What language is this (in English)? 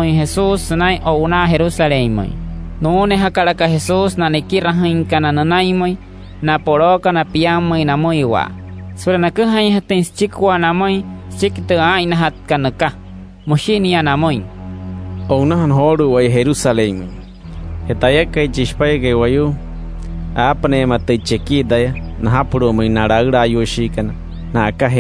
Wayuu